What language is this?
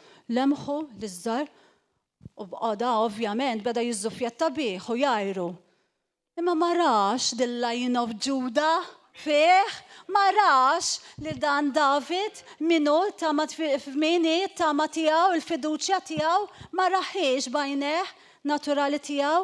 Maltese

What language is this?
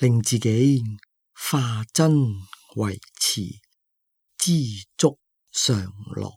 Cantonese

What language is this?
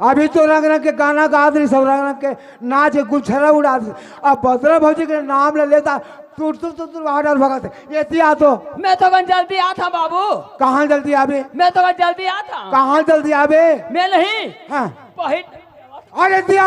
Chhattisgarhi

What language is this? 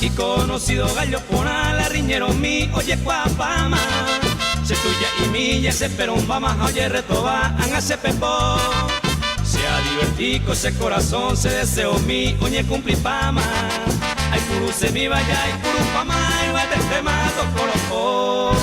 Guarani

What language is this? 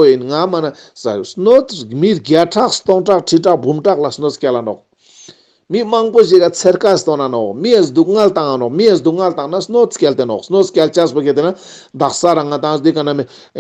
Ladakhi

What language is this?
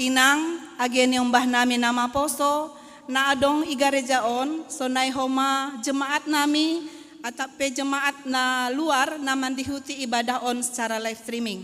Batak Simalungun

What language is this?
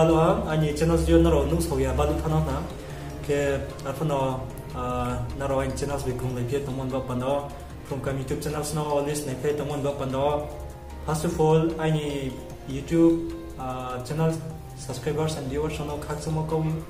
Riang (India)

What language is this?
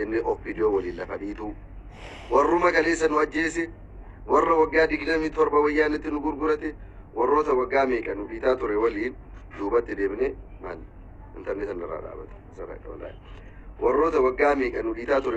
Oromo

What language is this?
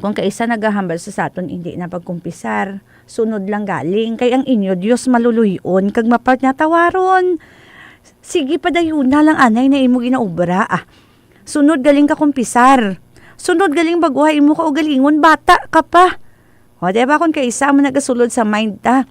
Hiligaynon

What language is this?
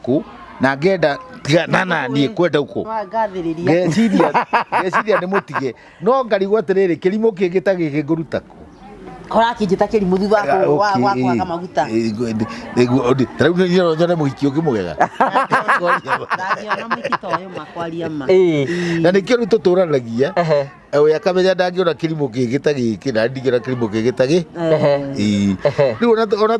Kikuyu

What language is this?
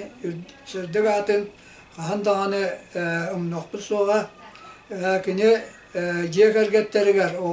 Yakut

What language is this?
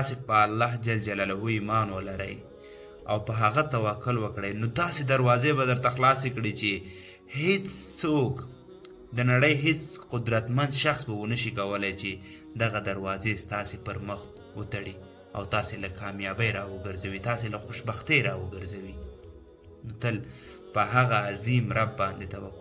Pashto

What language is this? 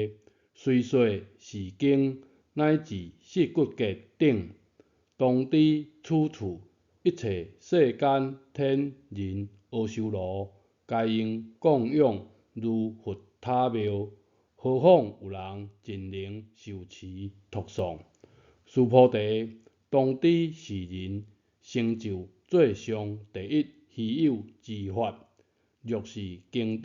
Min Nan Chinese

